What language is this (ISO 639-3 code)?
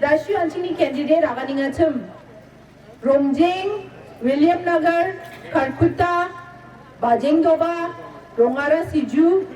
grt